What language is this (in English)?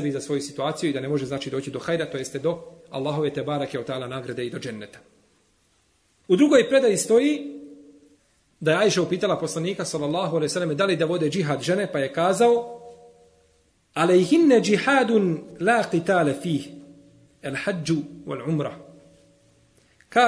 Bosnian